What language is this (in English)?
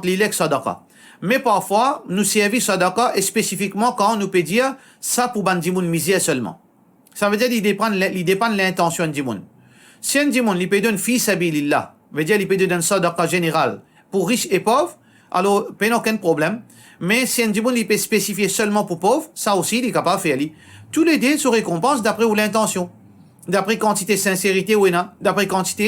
Morisyen